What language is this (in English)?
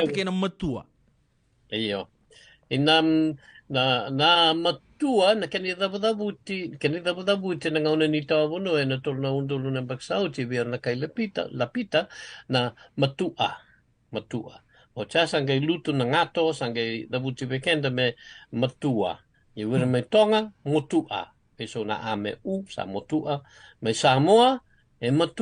Fijian